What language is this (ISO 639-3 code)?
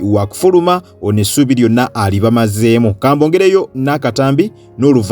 lug